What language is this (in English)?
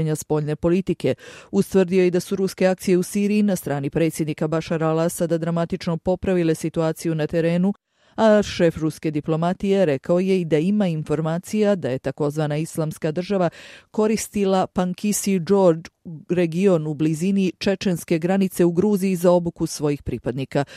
Bosnian